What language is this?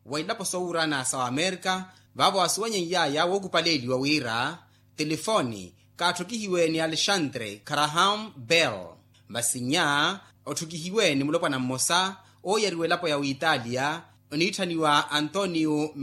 Makhuwa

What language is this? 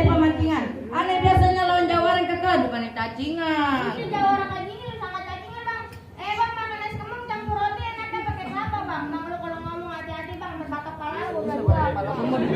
Betawi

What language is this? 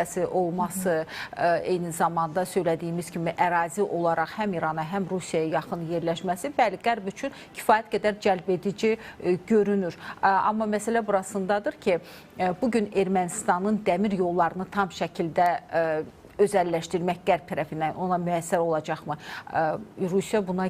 Azerbaijani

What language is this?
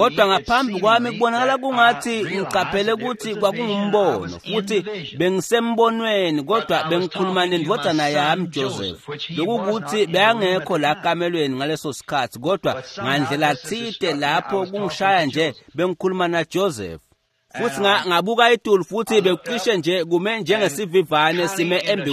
Swati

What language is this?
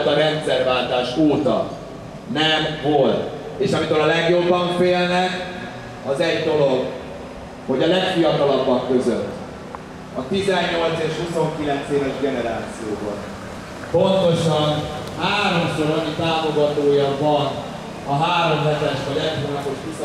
Hungarian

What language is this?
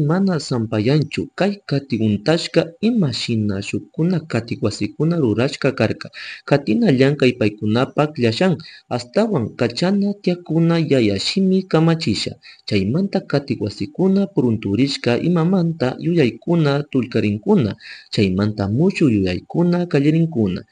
Chimborazo Highland Quichua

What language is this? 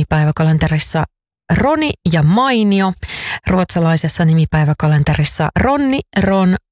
Finnish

